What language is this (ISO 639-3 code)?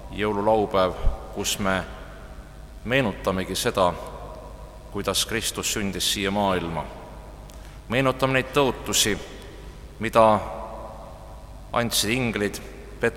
est